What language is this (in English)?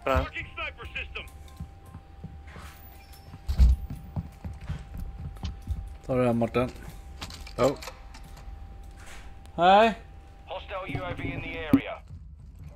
Swedish